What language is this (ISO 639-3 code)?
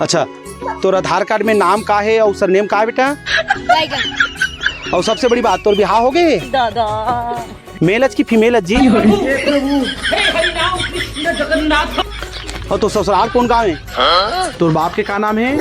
hne